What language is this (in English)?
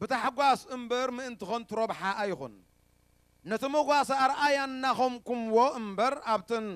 Tigrinya